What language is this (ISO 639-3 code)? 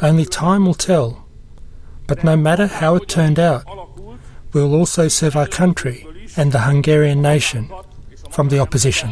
mkd